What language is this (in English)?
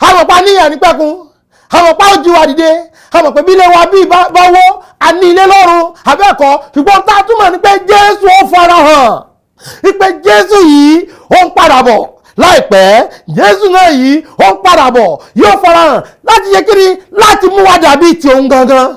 Yoruba